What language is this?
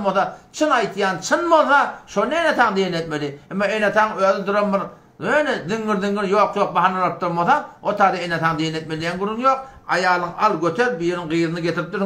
Turkmen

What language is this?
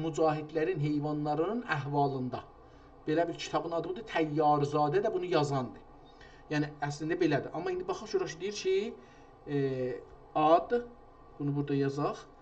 South Azerbaijani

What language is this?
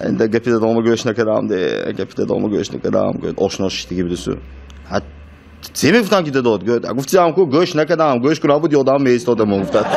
Tajik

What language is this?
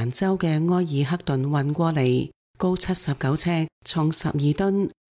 Cantonese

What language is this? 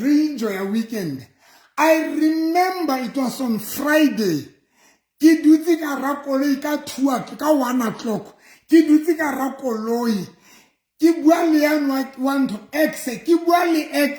Southern Sotho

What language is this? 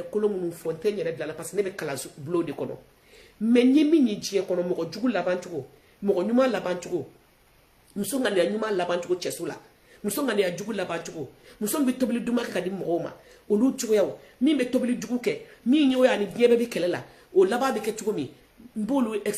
Bambara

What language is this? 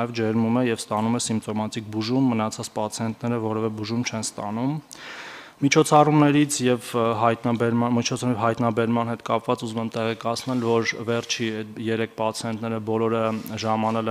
Armenian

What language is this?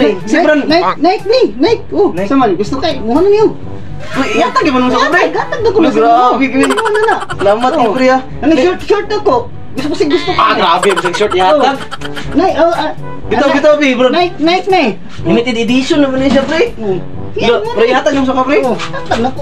Cebuano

